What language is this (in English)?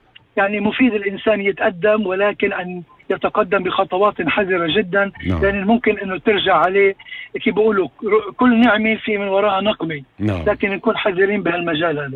North Levantine Arabic